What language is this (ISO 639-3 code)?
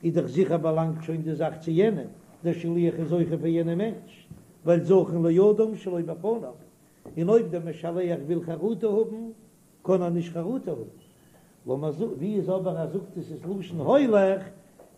yid